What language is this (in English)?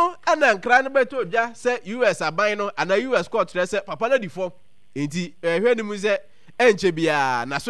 Akan